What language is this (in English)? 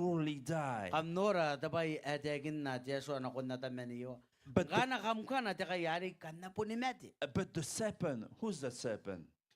Gilbertese